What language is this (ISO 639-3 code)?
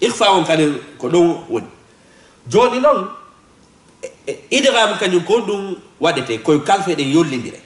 ful